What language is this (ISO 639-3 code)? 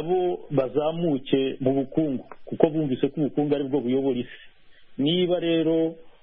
kin